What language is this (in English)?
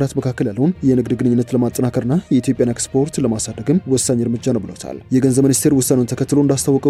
Amharic